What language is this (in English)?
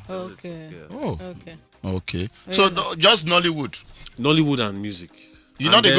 Nigerian Pidgin